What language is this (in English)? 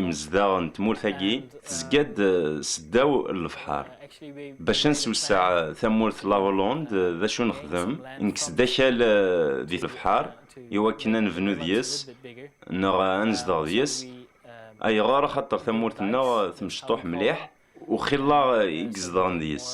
Kabyle